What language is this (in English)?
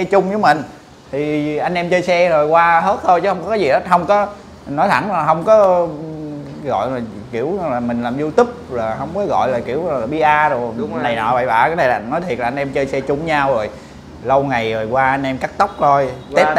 Vietnamese